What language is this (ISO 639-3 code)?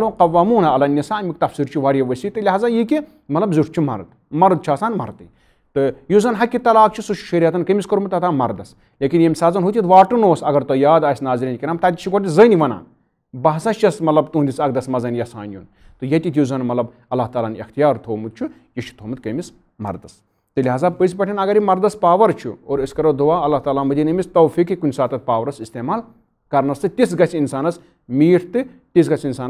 kas